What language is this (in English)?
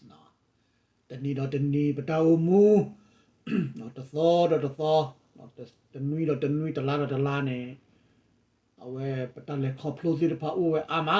S'gaw Karen